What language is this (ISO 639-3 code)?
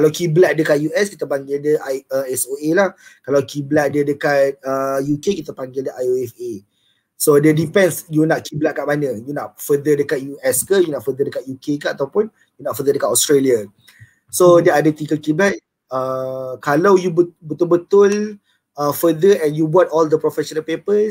msa